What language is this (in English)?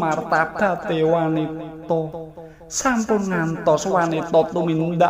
Javanese